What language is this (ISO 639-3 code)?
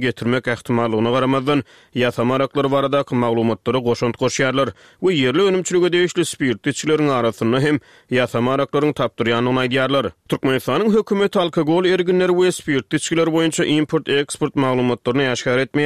tuk